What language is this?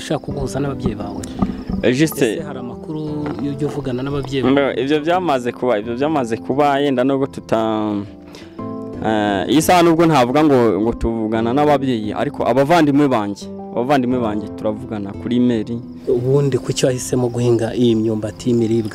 Kinyarwanda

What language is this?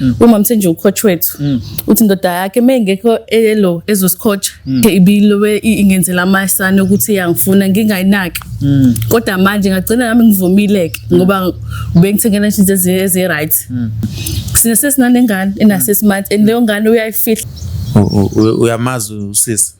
Zulu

